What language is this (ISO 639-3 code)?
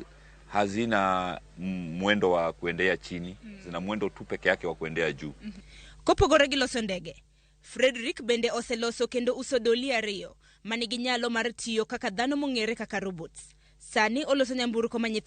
luo